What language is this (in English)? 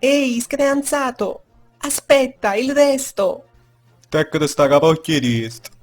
Neapolitan